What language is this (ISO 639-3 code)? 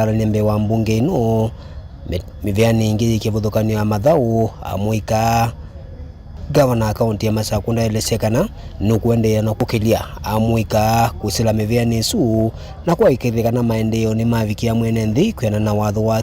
kam